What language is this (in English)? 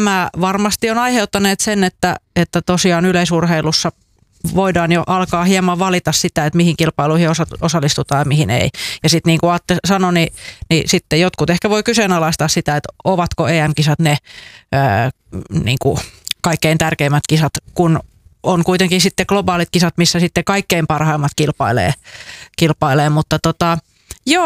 Finnish